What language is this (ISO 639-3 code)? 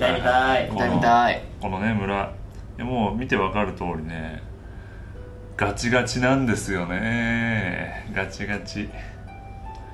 jpn